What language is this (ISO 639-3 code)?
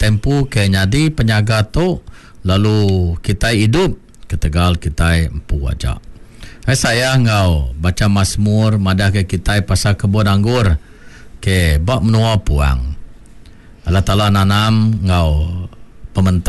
iba